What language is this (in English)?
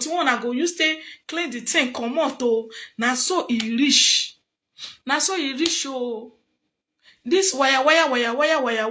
Nigerian Pidgin